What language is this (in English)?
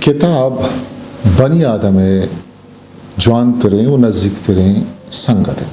Eastern Balochi